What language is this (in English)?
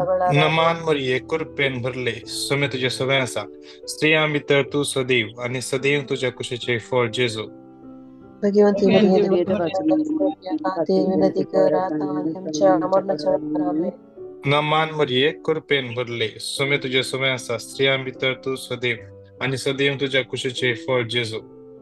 Konkani